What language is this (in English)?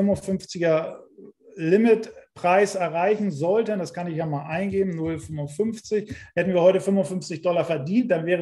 German